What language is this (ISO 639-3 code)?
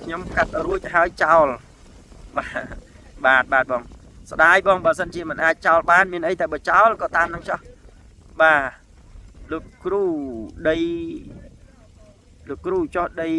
khm